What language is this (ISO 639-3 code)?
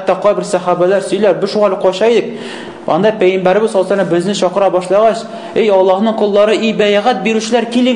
tat